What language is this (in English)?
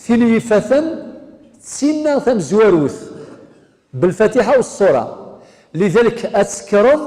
Kabyle